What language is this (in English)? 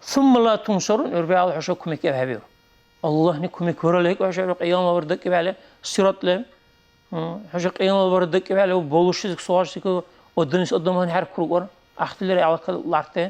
Dargwa